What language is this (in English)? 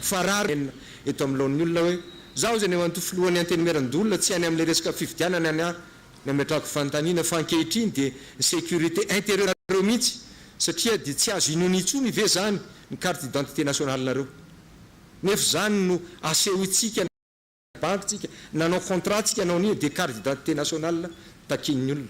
Malagasy